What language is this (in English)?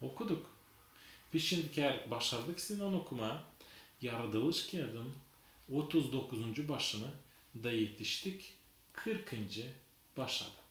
Gagauz